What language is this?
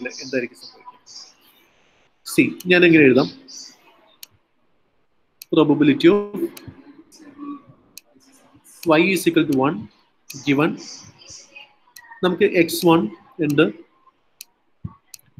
Malayalam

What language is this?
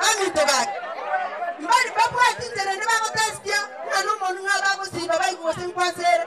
Gusii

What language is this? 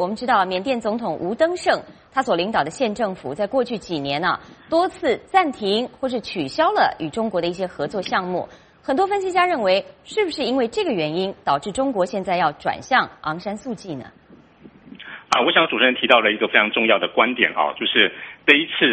Chinese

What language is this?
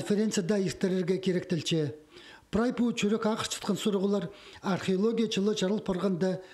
Khakas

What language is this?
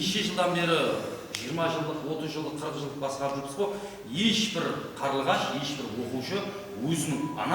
Kara-Kalpak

